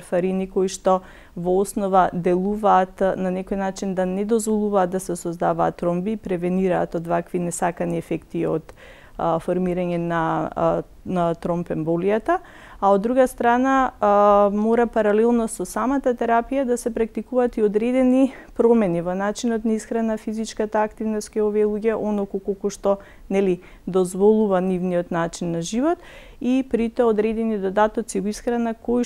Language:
Macedonian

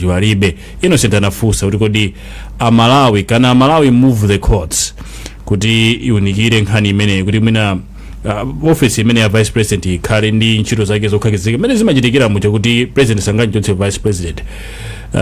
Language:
Nyanja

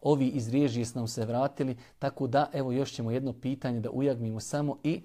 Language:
Bosnian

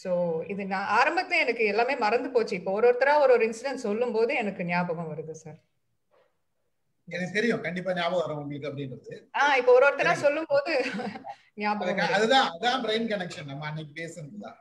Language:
Tamil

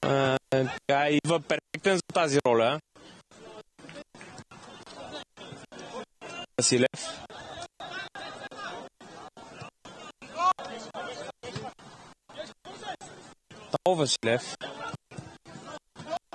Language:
Bulgarian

